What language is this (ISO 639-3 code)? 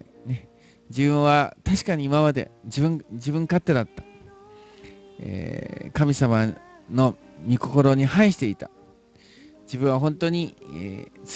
jpn